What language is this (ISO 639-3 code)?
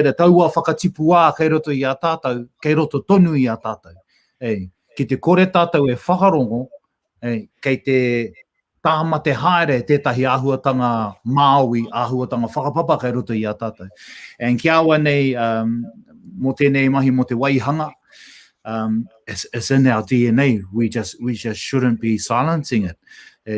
mri